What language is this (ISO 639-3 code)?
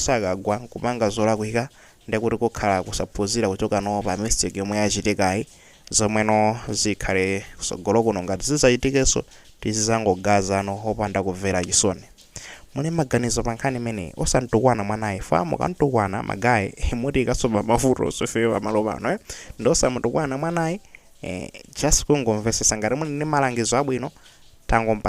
nya